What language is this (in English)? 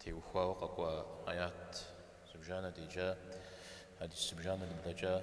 Kabardian